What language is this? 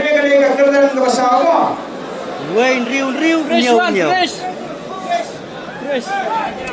Khasi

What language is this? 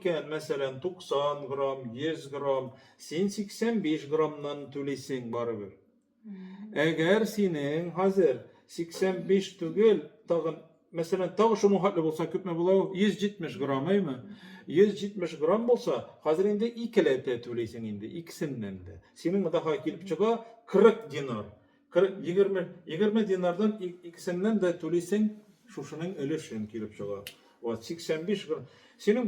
Tatar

